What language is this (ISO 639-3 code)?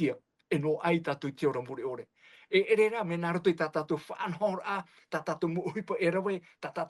tah